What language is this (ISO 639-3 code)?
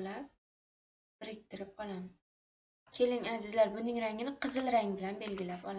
uzb